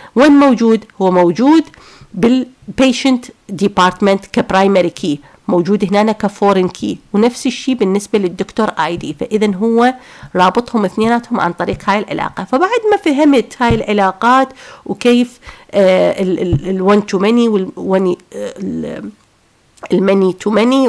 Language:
Mesopotamian Arabic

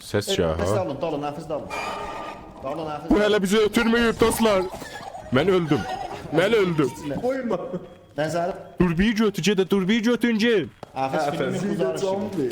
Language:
South Azerbaijani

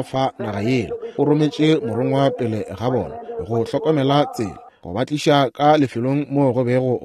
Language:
Northern Sotho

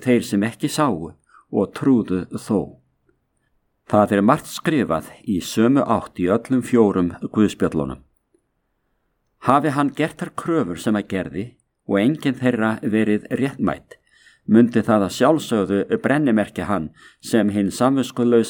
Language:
Icelandic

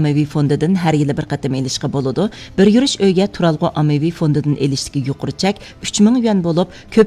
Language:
Uyghur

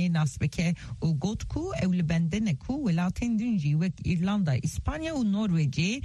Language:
Kurdish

